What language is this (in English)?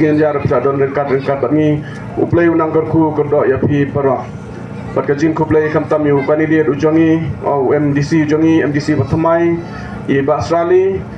Khasi